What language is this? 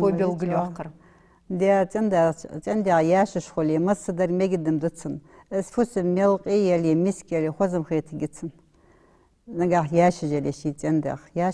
Ingush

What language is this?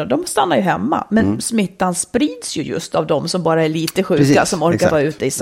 Swedish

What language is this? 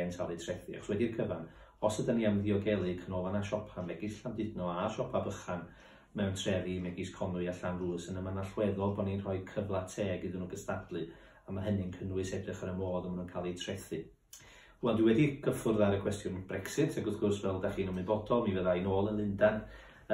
Welsh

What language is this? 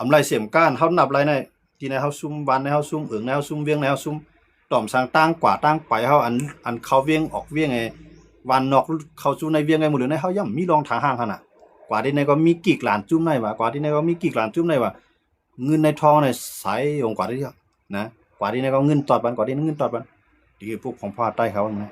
Shan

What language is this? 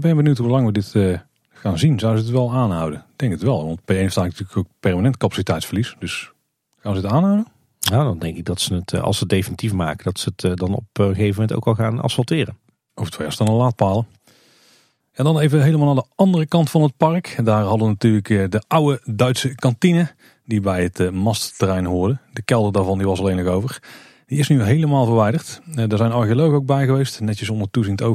Dutch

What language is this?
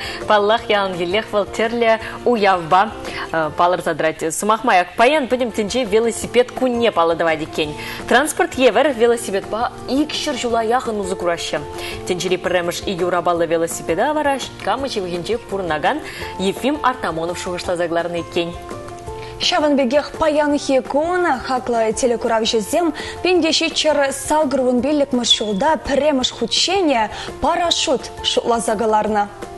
Chuvash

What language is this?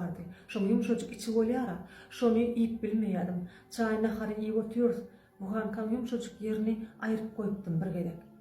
Turkmen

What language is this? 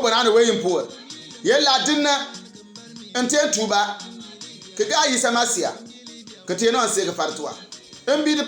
Bimoba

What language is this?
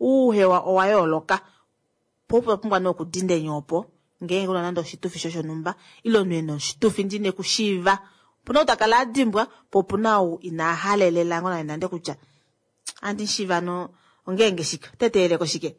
Kuanyama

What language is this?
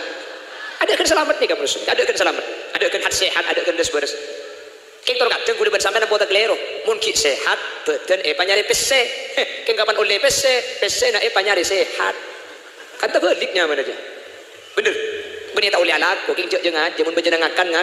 Madurese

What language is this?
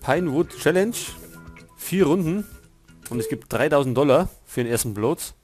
Bavarian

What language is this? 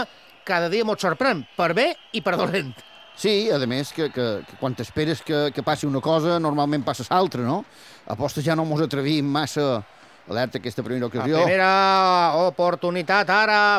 Catalan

